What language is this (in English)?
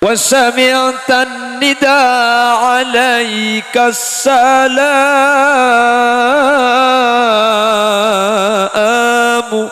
Madurese